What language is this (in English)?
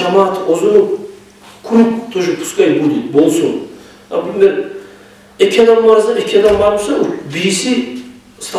Kumyk